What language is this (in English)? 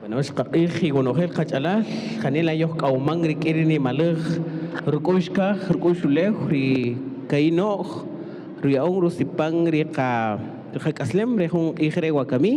Kaqchikel